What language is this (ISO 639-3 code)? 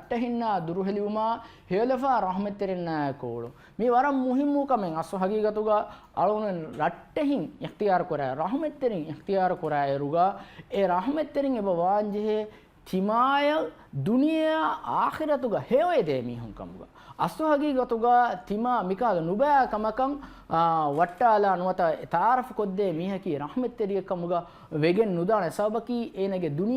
div